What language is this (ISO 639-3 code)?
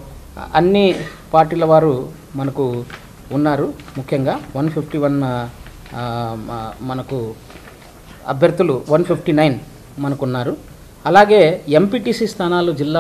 tel